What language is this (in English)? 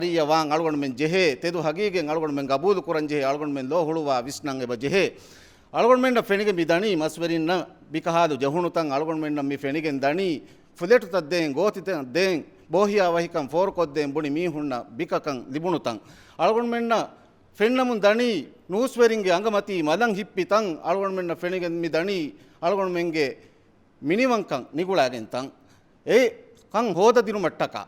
Divehi